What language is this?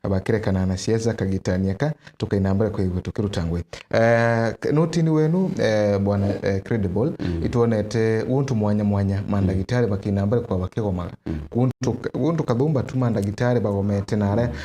Meru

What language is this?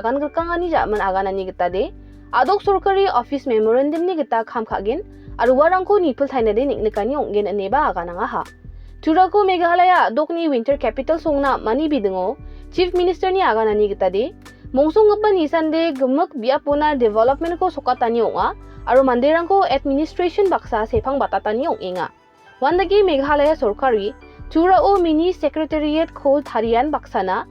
Garo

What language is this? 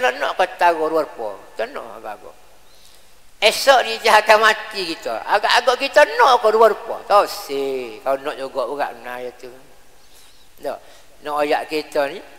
Malay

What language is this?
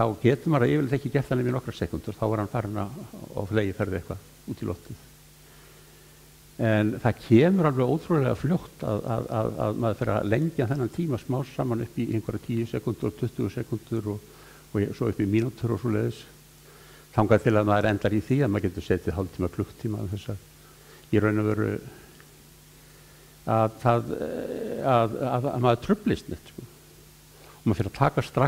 Icelandic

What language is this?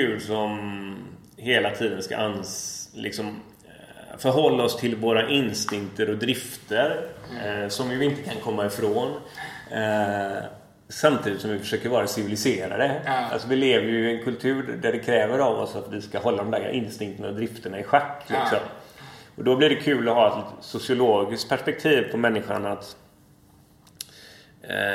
Swedish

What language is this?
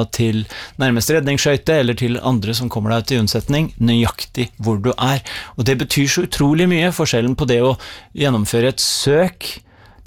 Norwegian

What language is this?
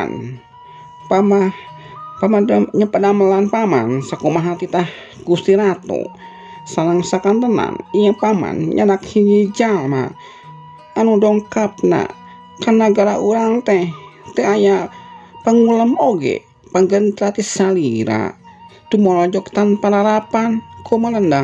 Sundanese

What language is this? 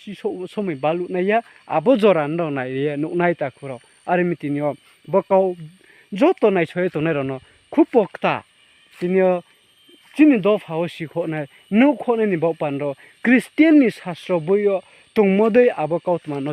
Riang (India)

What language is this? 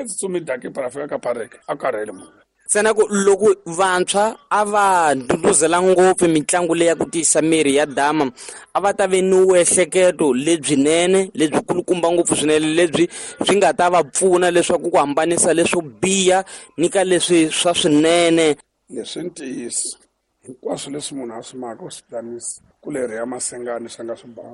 Tsonga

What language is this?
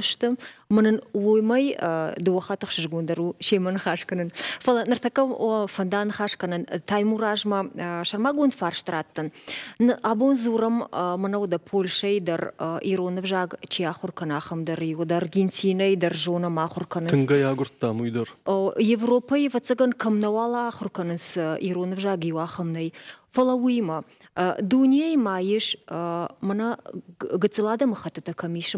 Ossetic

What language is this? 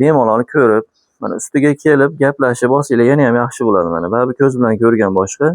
Uzbek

